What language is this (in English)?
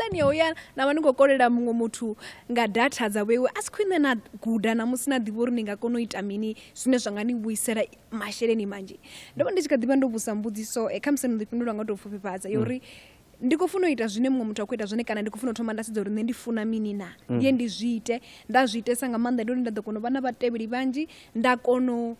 Venda